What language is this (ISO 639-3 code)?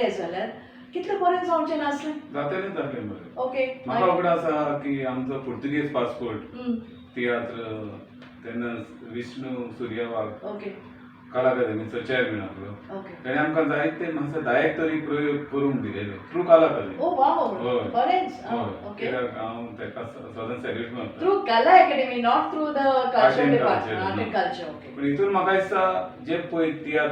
kok